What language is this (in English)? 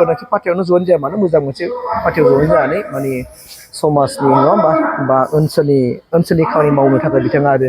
Bodo